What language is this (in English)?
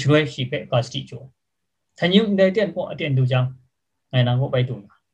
Kachin